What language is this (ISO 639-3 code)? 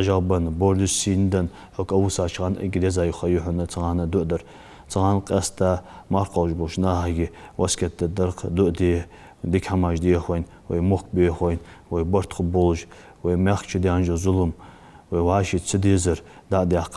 inh